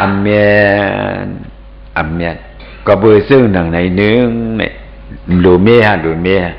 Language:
Shan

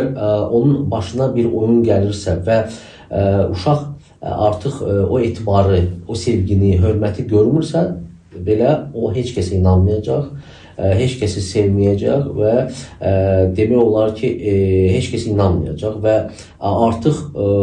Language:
Azerbaijani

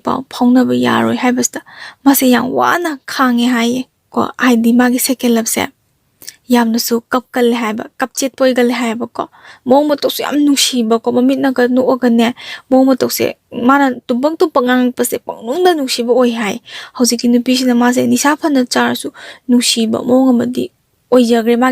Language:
Manipuri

